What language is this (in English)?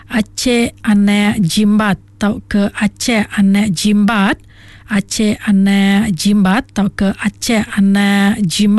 Iban